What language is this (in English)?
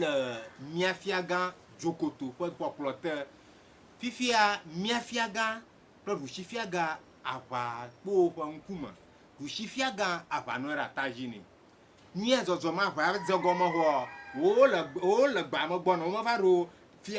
Ewe